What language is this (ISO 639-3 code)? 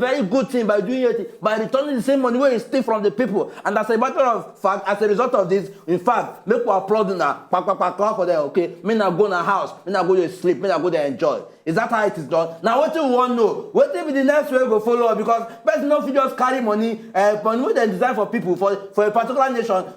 pcm